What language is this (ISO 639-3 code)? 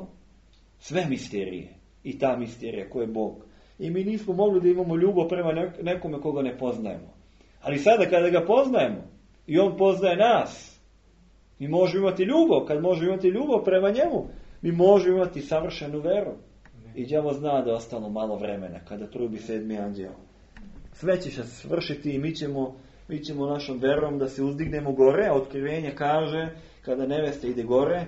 srp